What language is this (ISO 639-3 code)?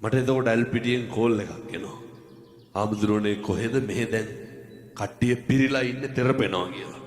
sin